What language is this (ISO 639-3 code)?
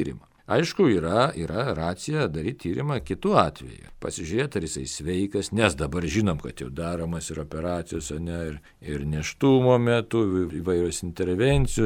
lit